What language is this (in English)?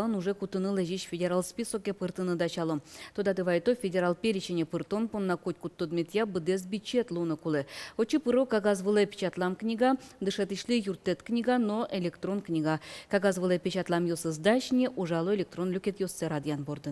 Udmurt